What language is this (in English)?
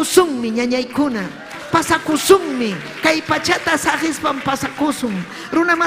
Ayacucho Quechua